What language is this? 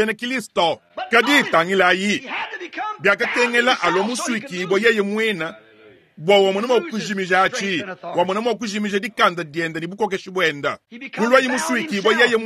Luba-Lulua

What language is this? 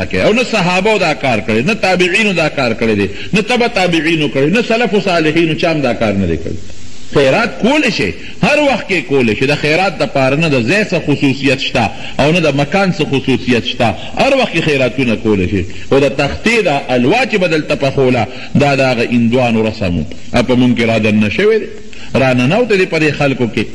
Pashto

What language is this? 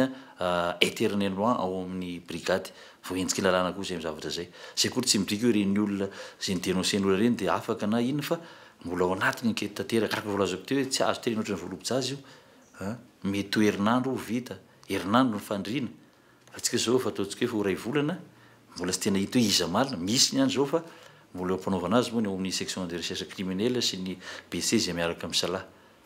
Malagasy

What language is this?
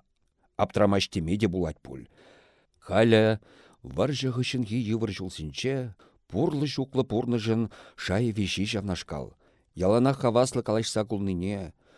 Chuvash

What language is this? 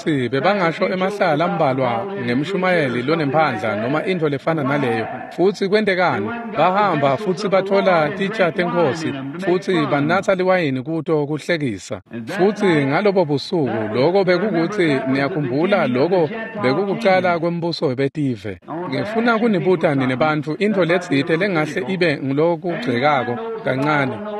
Swati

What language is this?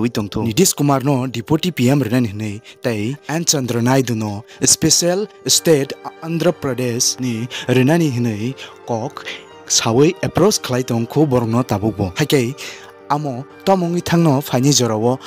Kok Borok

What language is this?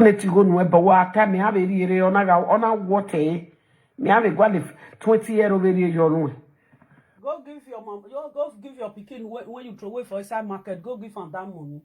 Nigerian Pidgin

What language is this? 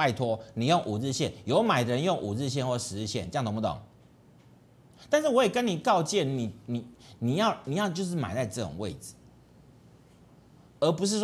Chinese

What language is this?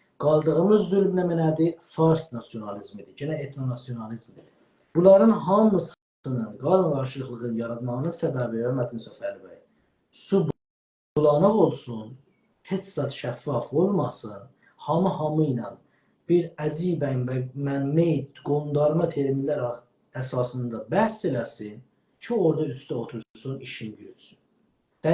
South Azerbaijani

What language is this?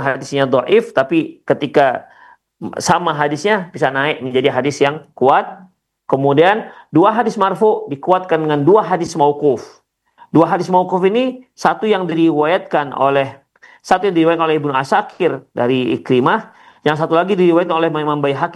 Indonesian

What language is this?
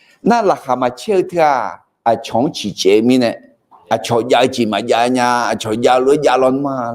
Akha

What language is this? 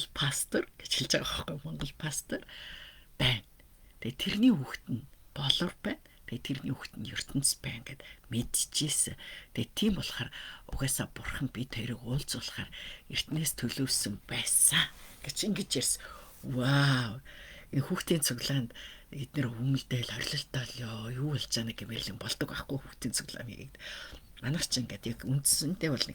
Mongolian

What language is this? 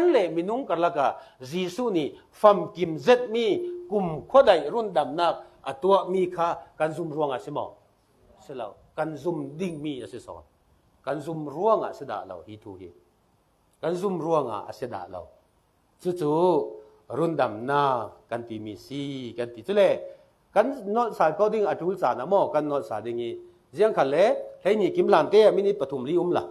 Falam Chin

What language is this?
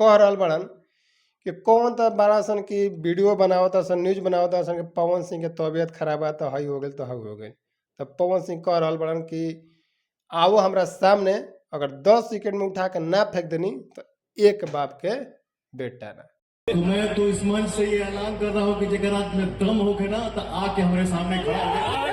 Bhojpuri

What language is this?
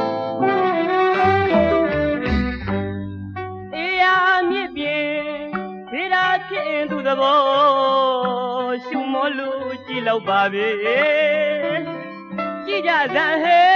Burmese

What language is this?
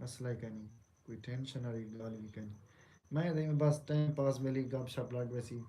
Saraiki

